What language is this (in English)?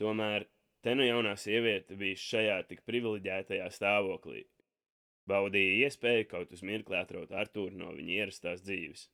Latvian